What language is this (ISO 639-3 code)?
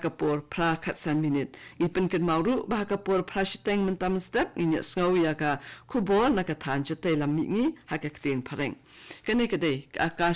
kha